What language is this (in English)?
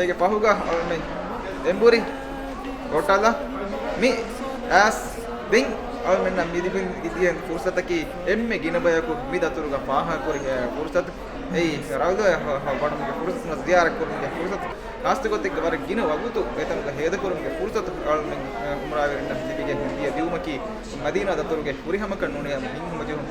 Divehi